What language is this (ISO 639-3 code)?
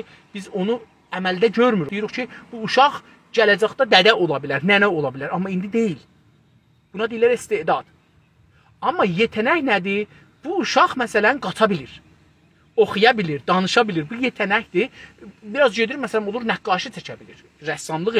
azb